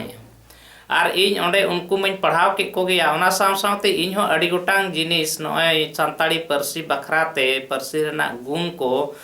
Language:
Santali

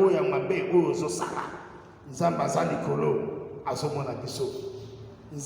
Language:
Lingala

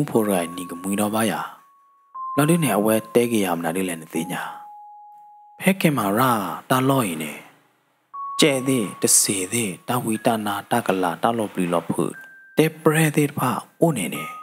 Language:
S'gaw Karen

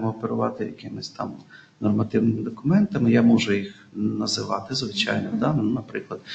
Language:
Ukrainian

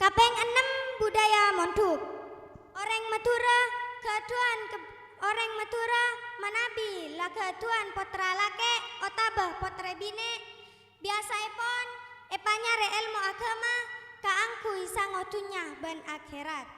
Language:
Madurese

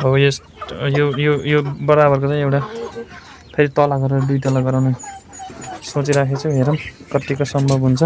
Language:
Nepali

